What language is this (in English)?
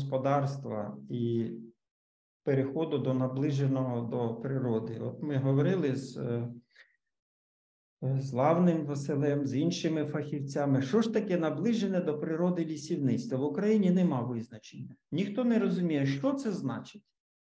Ukrainian